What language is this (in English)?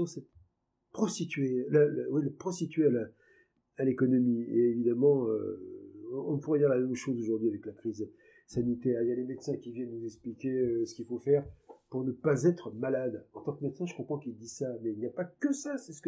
French